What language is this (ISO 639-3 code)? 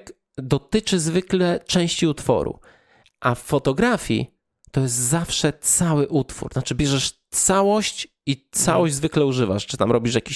pol